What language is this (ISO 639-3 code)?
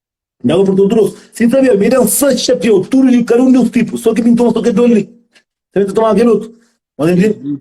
kea